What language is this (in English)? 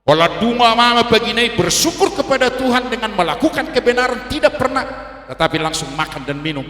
Batak Toba